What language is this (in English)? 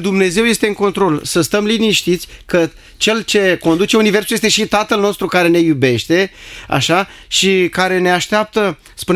Romanian